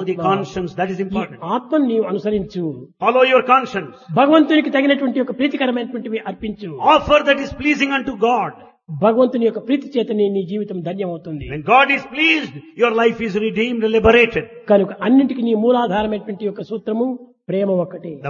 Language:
Telugu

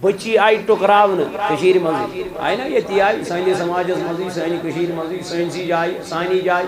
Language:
Kashmiri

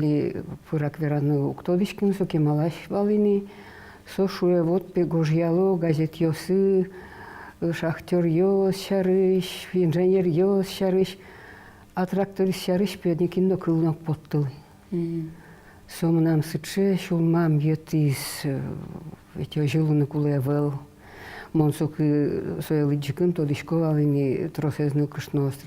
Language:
Udmurt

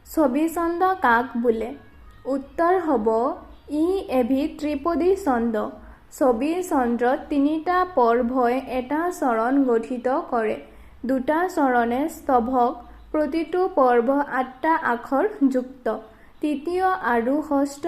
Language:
Assamese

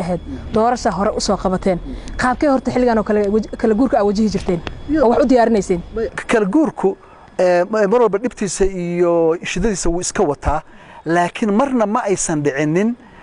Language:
Somali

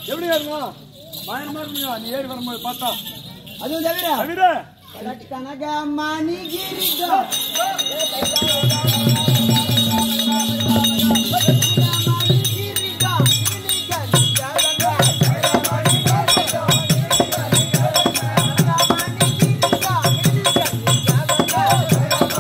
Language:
Tamil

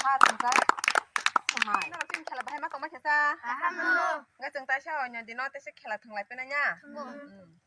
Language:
Kok Borok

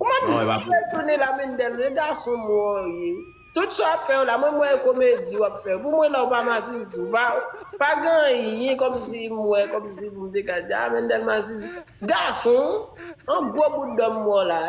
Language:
Haitian Creole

